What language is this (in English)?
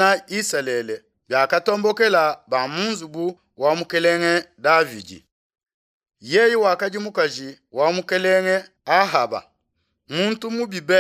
Luba-Lulua